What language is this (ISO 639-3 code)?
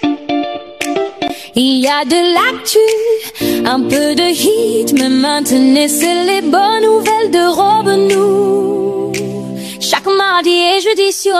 fra